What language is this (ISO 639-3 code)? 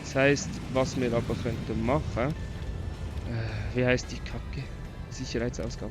gsw